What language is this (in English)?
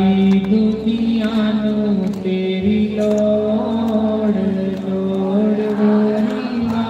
Dogri